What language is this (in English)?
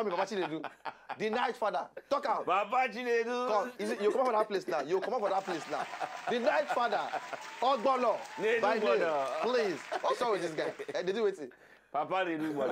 Nigerian Pidgin